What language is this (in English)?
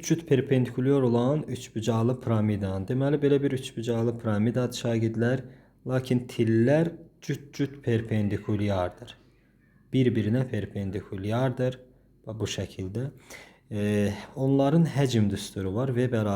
Azerbaijani